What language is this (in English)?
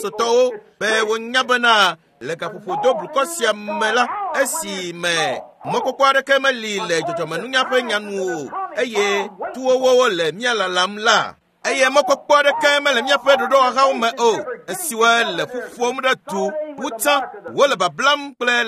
Ewe